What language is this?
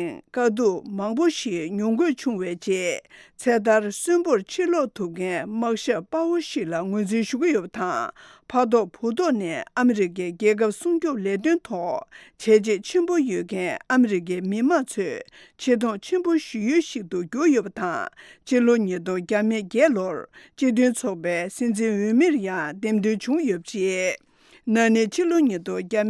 Tibetan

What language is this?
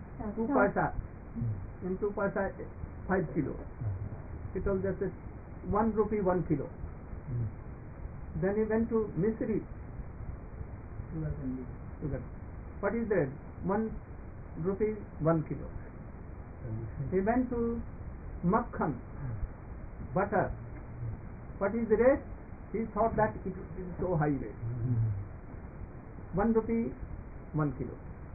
English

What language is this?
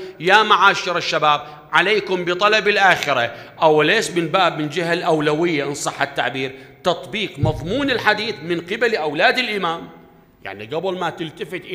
Mesopotamian Arabic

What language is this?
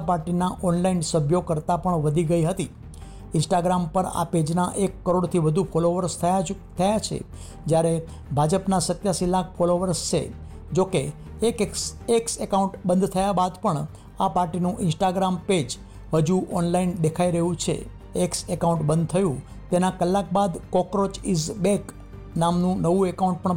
Gujarati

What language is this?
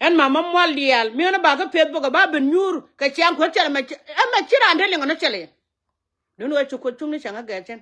Nuer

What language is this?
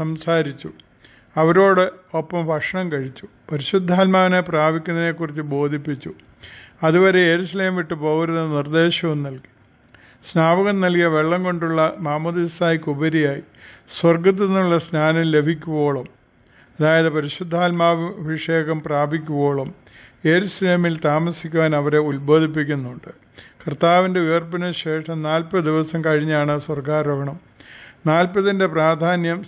Malayalam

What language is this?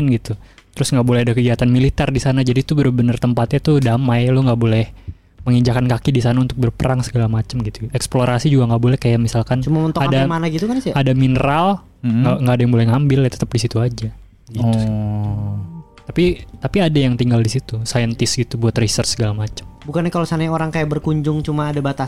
Indonesian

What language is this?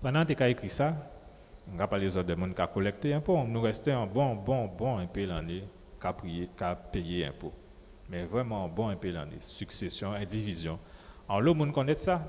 Guadeloupean Creole French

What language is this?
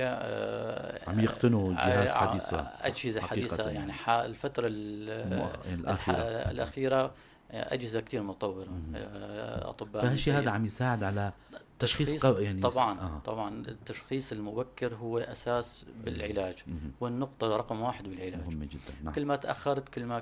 North Levantine Arabic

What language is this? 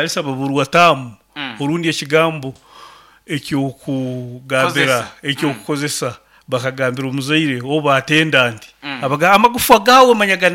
Nyankole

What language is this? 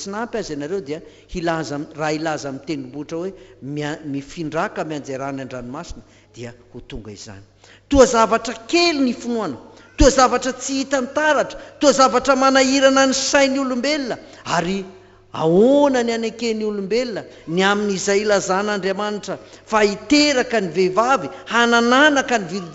Malagasy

